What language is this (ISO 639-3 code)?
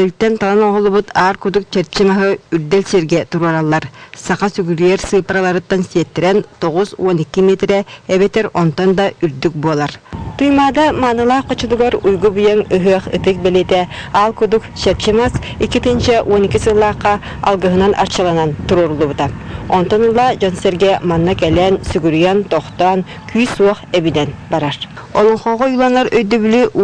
sah